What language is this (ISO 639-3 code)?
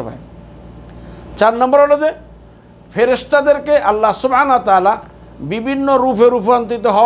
ben